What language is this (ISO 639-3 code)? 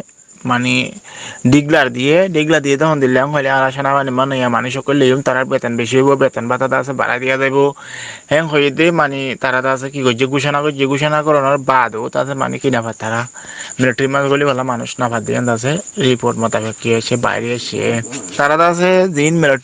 rhg